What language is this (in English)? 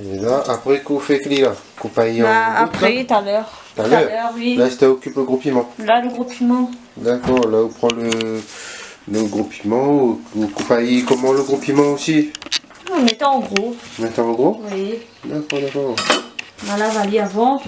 Réunion Creole French